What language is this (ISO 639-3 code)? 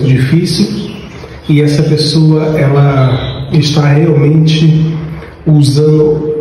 por